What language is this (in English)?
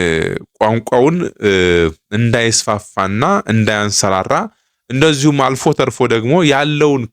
Amharic